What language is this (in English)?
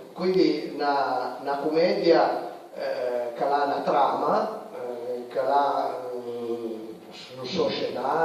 Piedmontese